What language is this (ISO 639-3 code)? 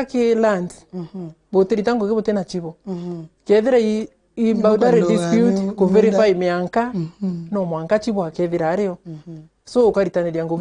mer